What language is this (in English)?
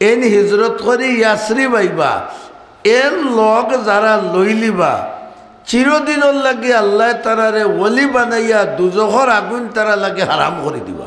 Sylheti